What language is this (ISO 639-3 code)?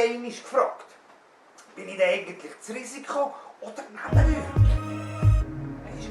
gsw